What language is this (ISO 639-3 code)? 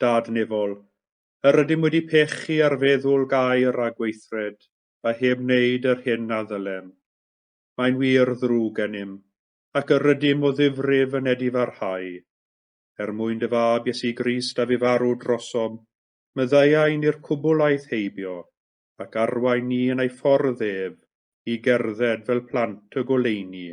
cym